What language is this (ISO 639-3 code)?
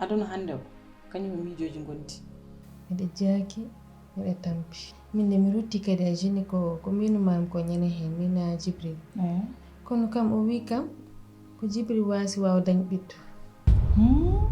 ful